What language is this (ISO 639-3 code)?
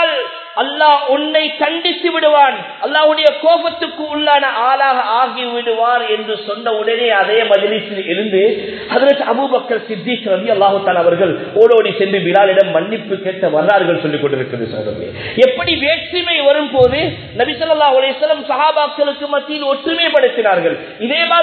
tam